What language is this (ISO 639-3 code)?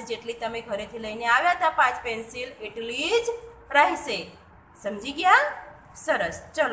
guj